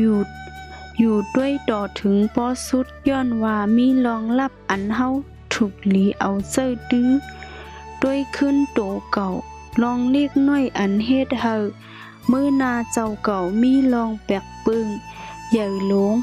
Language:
Shan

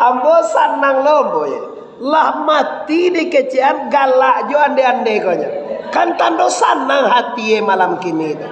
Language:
Minangkabau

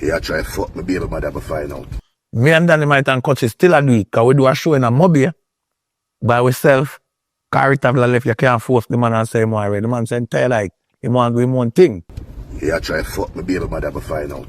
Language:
Jamaican Creole English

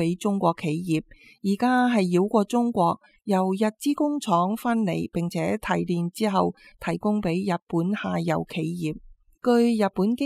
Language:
Cantonese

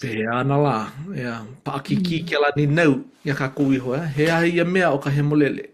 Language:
Hawaiian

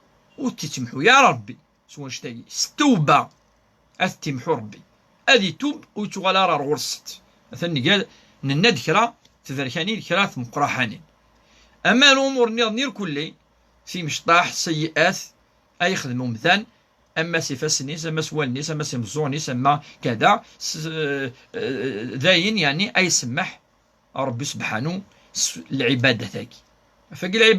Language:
Kabyle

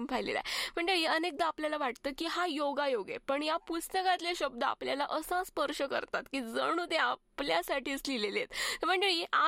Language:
Marathi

